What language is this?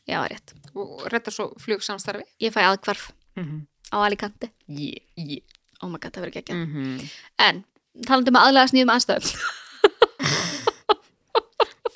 Icelandic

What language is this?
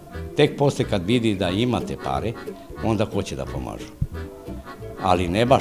Serbian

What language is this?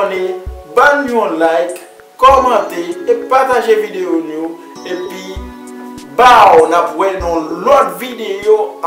Haitian Creole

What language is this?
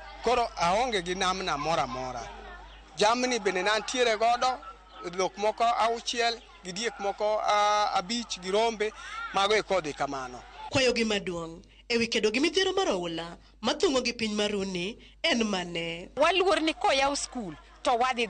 Luo (Kenya and Tanzania)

